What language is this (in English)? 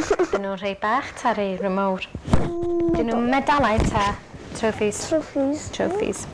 Welsh